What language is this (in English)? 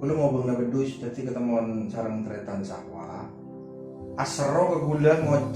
Madurese